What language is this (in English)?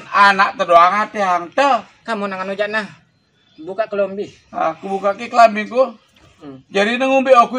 Sasak